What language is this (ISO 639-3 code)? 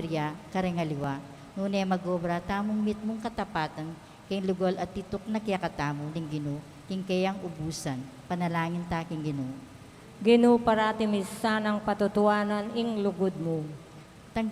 pam